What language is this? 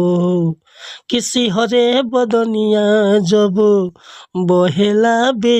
Bhojpuri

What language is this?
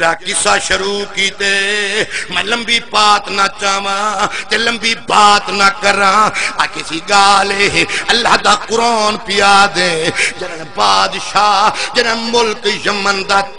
Saraiki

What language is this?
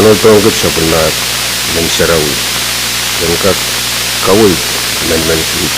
Pohnpeian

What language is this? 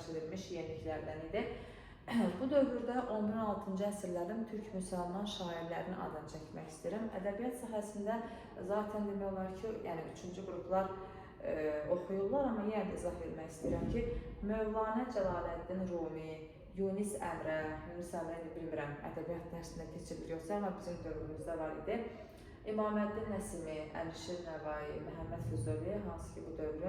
Azerbaijani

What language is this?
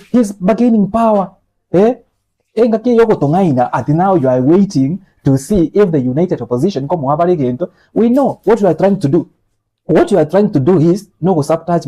Gusii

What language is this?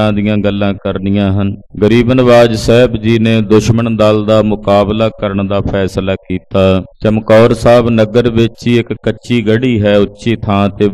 Punjabi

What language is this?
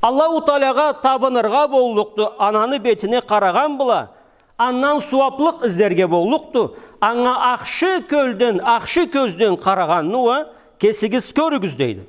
Karachay-Balkar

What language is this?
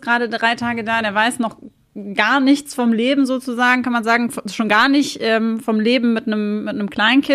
German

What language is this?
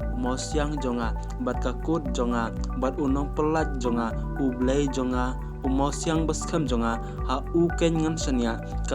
Khasi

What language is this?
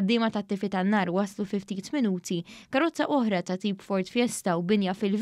Maltese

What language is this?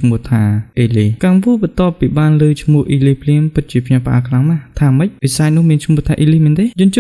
Khmer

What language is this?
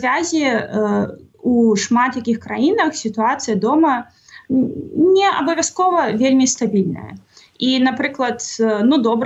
Belarusian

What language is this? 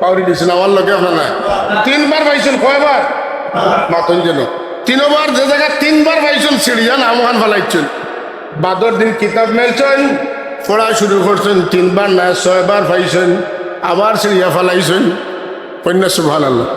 Sylheti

